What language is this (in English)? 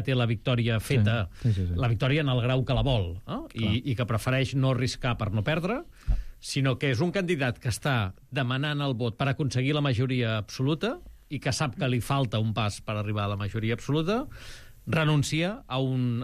Catalan